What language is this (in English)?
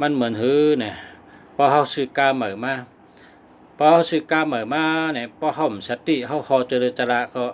Shan